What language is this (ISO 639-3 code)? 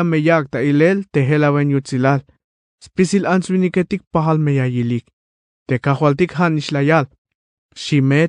tzh